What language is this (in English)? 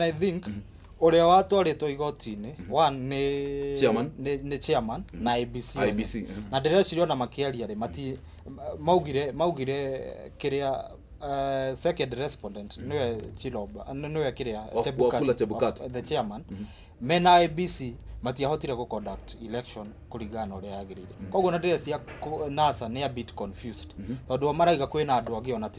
Kikuyu